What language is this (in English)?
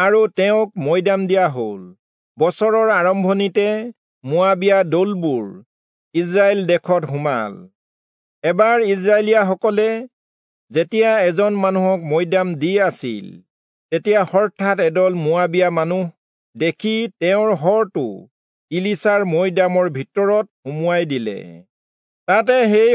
Assamese